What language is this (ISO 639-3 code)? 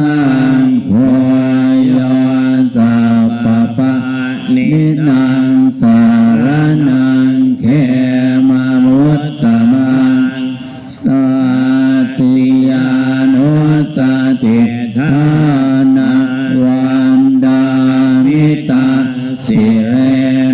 pli